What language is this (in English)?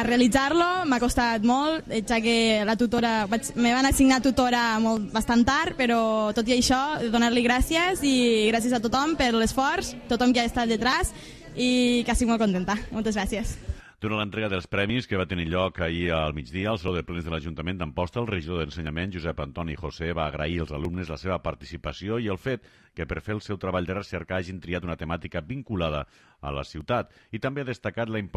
Catalan